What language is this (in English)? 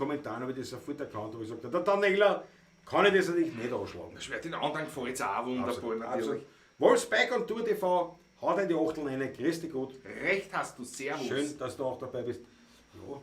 Bavarian